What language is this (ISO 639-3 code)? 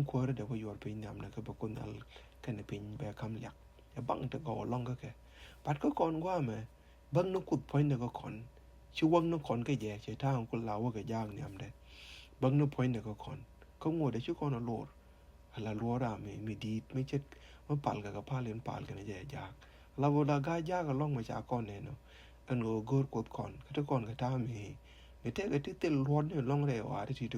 nus